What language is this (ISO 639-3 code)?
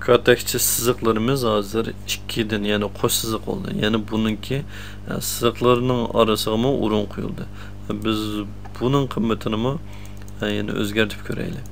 uig